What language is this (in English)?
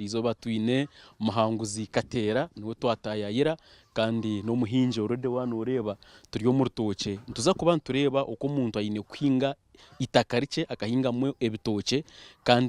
Nyankole